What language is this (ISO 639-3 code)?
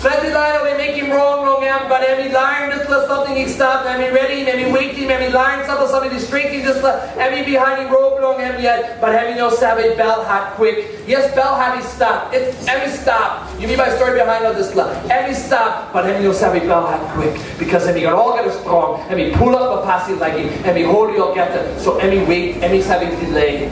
tpi